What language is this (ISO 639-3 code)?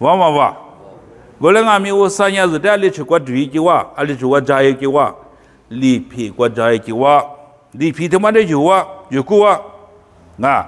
lis